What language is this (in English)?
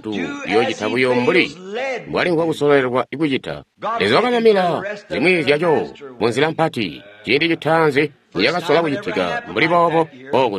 Tonga (Zambia)